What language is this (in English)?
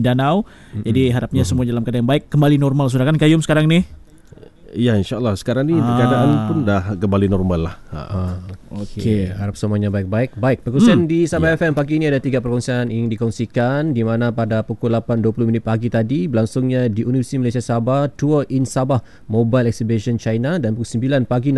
Malay